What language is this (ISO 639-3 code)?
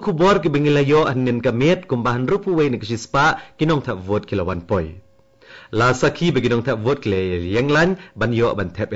kha